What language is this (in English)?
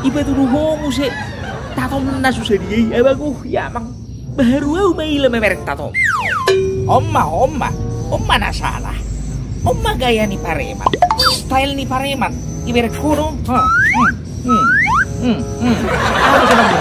Batak Toba